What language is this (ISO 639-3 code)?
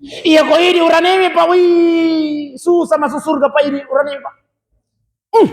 bug